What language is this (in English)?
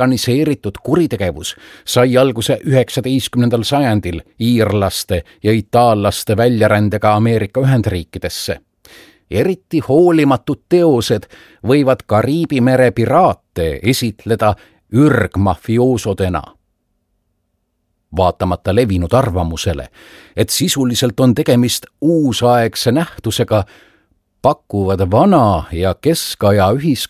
Estonian